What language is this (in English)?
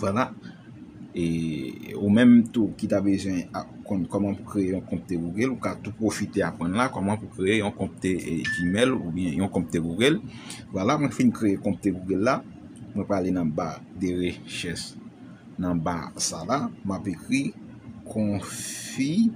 Haitian Creole